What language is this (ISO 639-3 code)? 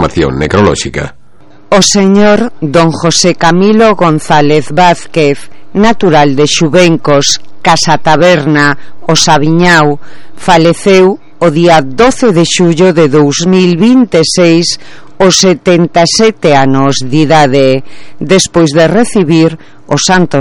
glg